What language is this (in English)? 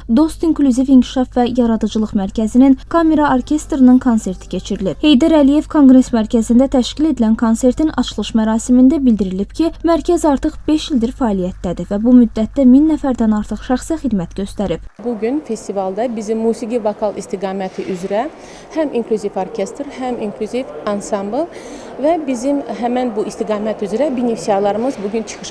Azerbaijani